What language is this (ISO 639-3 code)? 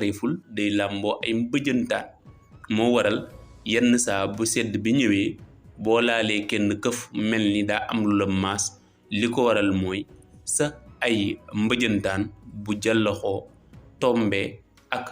wol